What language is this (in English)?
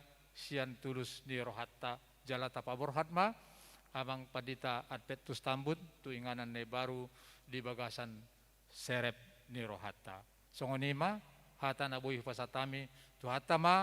Batak Toba